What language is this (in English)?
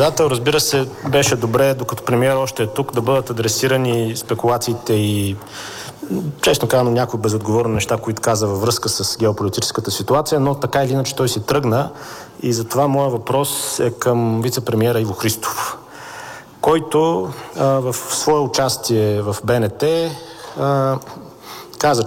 Bulgarian